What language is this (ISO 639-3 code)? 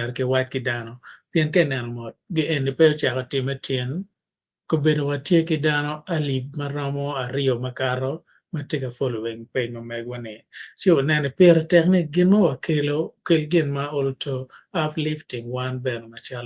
ach